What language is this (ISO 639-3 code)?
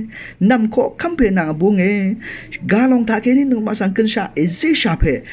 raw